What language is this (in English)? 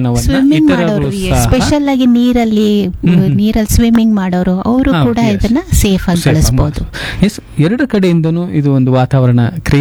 Kannada